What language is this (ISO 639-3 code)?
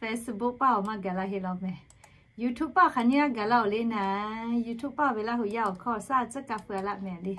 lhu